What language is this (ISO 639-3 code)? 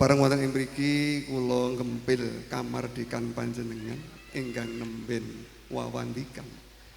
jav